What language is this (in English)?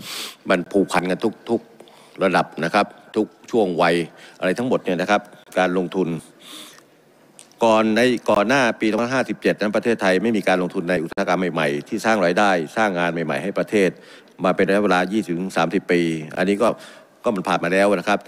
Thai